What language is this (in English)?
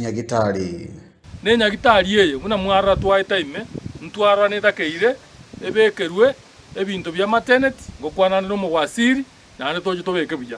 Gusii